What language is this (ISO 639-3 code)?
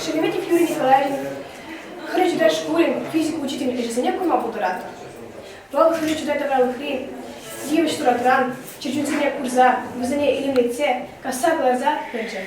chv